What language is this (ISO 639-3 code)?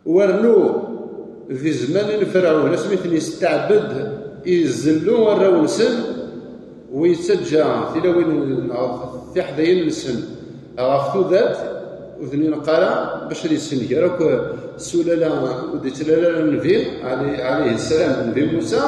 kab